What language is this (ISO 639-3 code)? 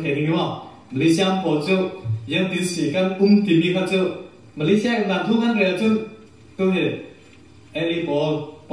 cfm